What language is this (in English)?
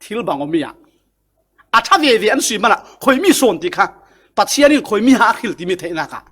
Falam Chin